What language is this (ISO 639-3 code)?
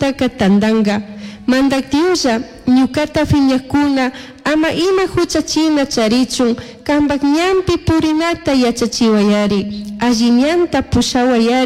qug